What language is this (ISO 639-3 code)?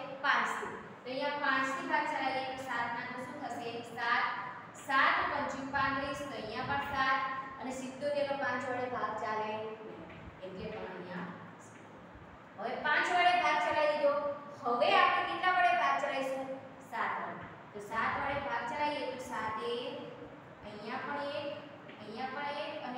guj